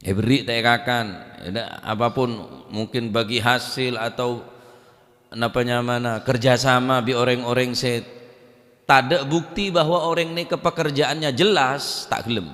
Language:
Madurese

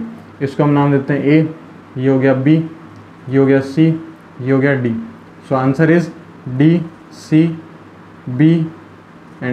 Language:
Hindi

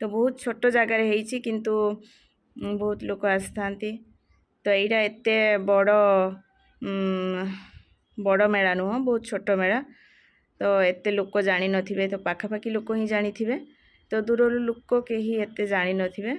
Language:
Odia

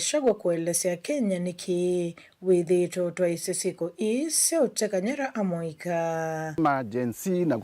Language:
Kamba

